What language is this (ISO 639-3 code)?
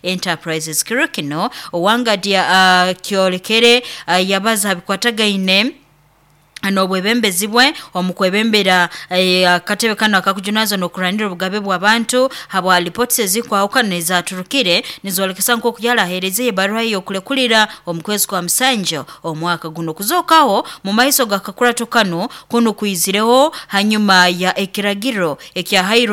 nyo